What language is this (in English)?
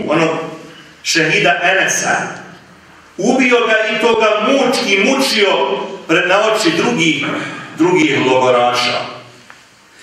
Bosnian